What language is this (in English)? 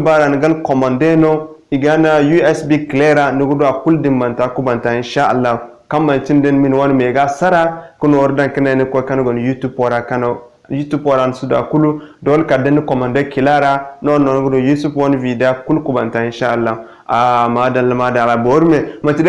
Zarma